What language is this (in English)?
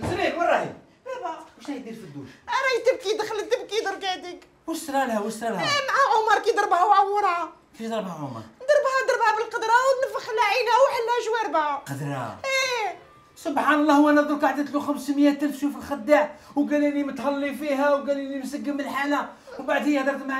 Algerian Arabic